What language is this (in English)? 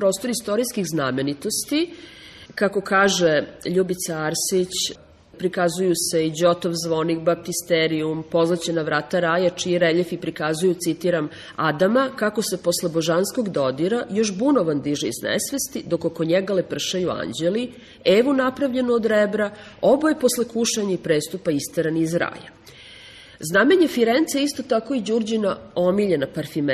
Serbian